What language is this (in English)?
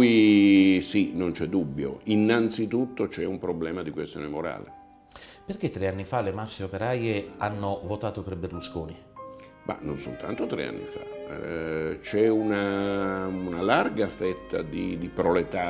Italian